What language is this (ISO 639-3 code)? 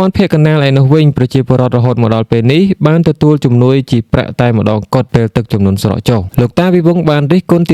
khm